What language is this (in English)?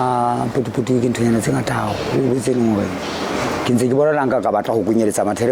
Southern Sotho